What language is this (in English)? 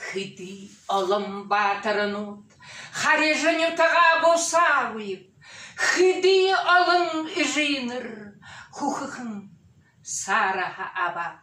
Buriat